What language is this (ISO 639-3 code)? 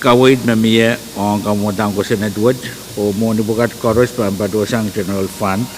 pon